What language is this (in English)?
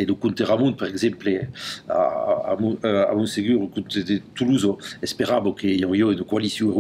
Occitan